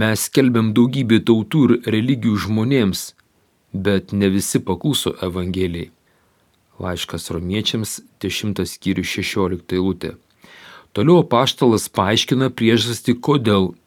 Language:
Lithuanian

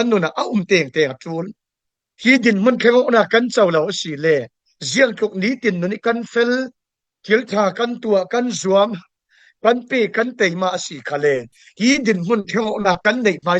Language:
Falam Chin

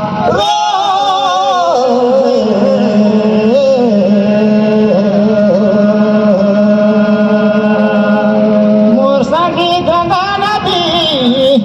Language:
Surgujia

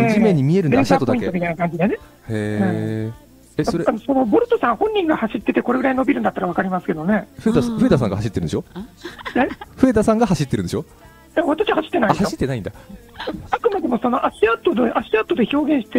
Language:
Japanese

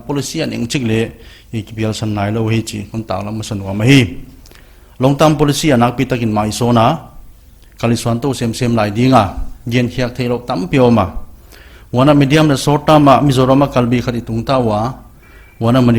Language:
Paite Chin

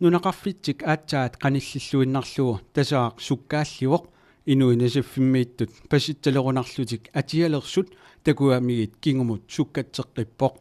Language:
Kalaallisut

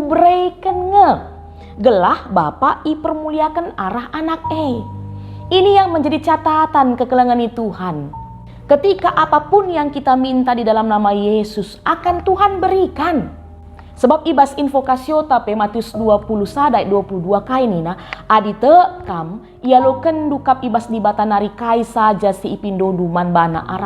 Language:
Batak Karo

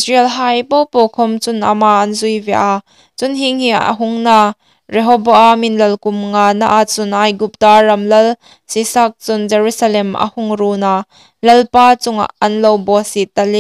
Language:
Hmar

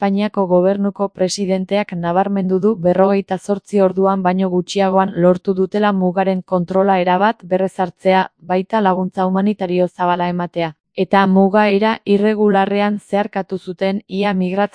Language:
Basque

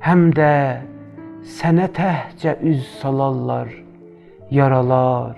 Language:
South Azerbaijani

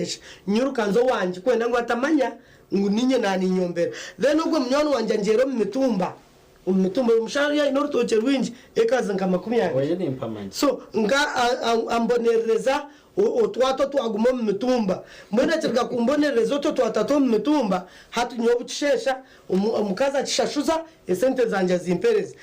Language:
Nyankole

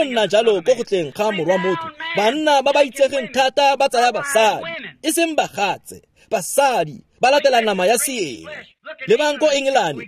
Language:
Tswana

